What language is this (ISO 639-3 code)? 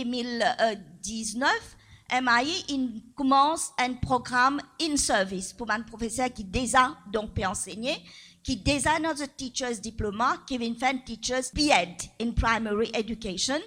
mfe